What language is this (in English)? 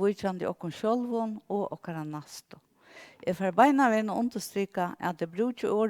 Faroese